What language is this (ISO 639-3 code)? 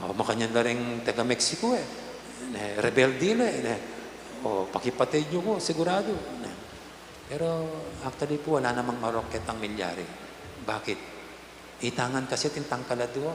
pam